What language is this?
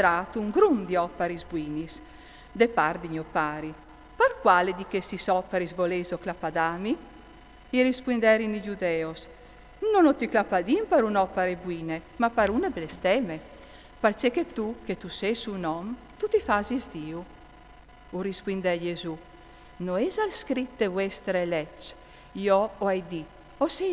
Friulian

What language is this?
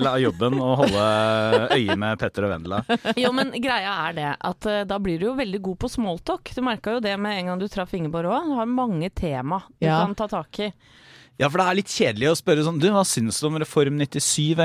Norwegian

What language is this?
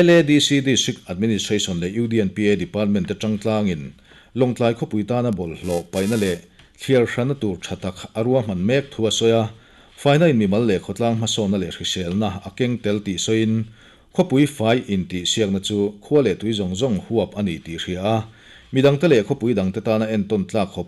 Mizo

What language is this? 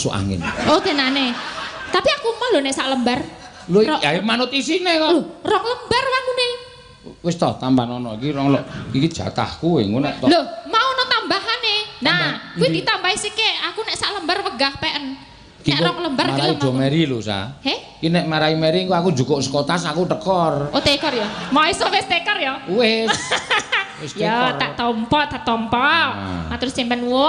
Javanese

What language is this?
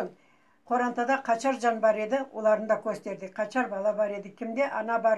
Crimean Tatar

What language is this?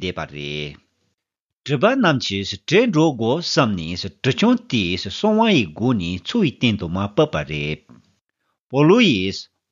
Tibetan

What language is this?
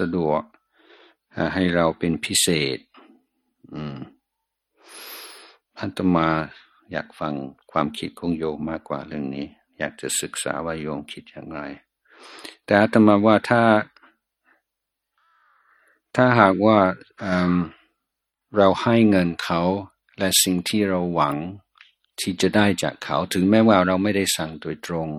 Thai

